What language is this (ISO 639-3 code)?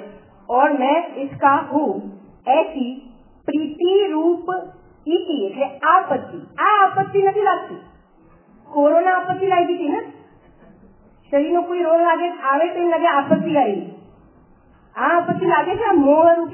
guj